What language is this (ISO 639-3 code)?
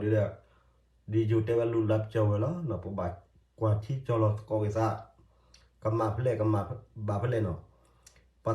ksw